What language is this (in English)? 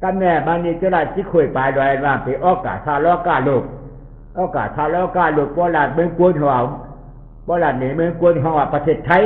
Shan